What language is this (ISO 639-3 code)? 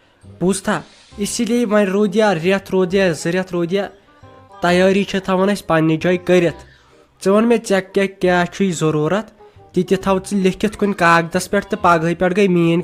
kas